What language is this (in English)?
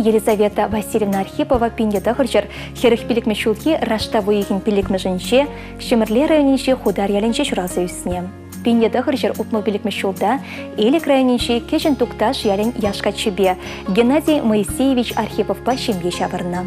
Chuvash